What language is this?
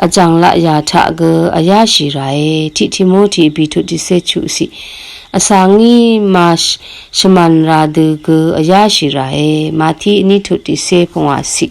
Rawang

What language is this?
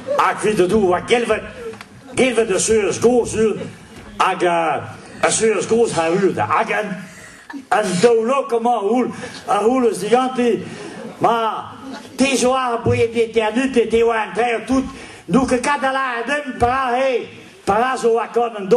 Breton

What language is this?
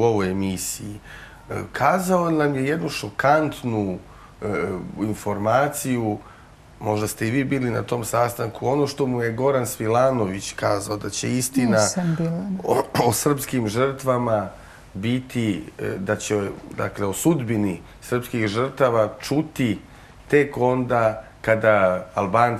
Serbian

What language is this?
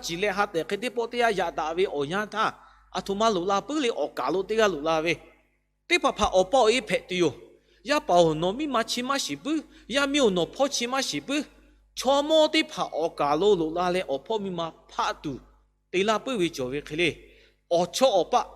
Lahu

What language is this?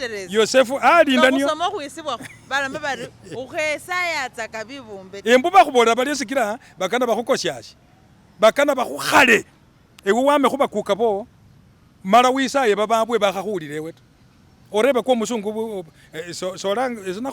Masaaba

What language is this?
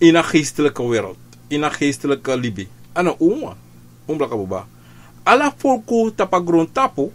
Sranan Tongo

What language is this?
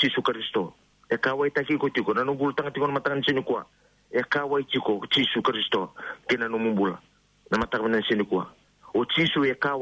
Fijian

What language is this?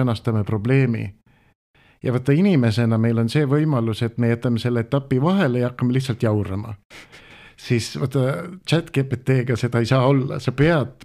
Estonian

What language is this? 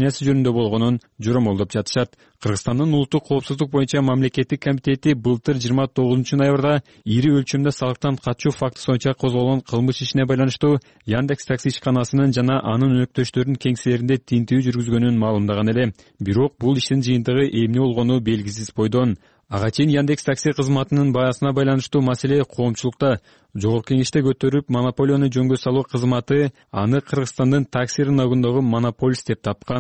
Kyrgyz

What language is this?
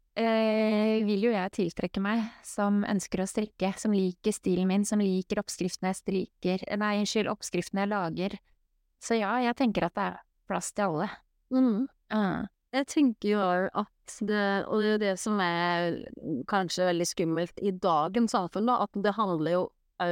Norwegian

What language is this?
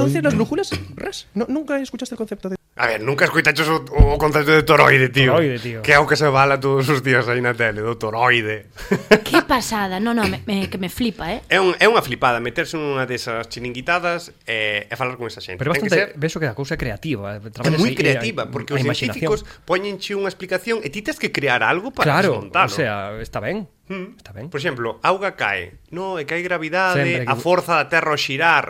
Galician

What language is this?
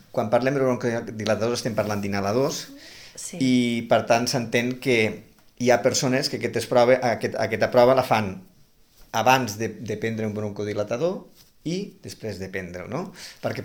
Catalan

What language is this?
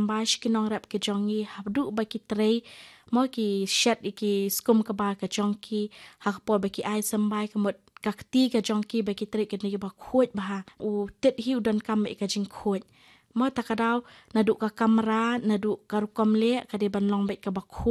Khasi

